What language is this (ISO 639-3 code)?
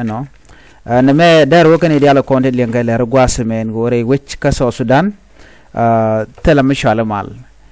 nus